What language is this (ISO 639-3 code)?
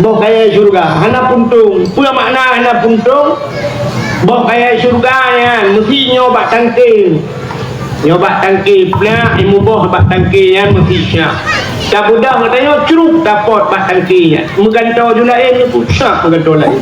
ace